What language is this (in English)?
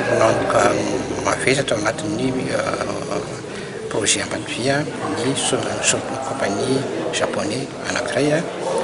Malagasy